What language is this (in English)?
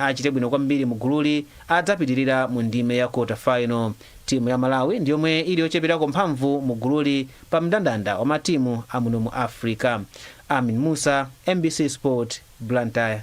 Nyanja